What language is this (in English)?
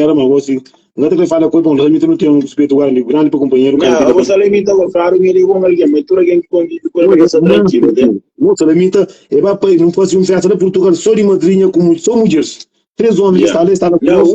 Kabuverdianu